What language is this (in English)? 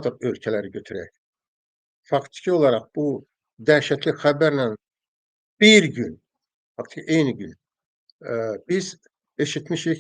Azerbaijani